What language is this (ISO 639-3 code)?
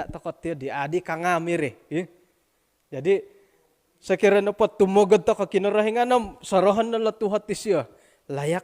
dtp